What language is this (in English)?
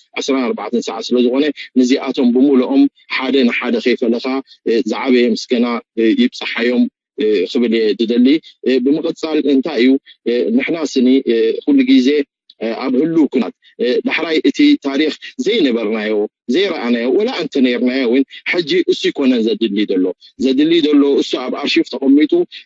Tigrinya